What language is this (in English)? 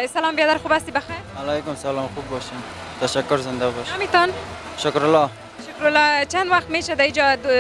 Persian